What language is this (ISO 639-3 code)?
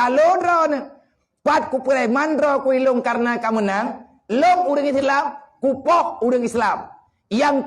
ace